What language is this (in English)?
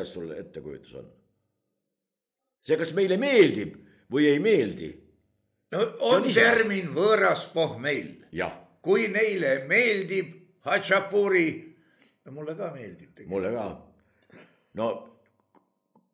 Estonian